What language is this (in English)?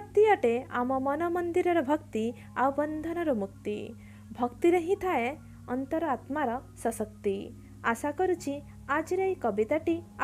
Odia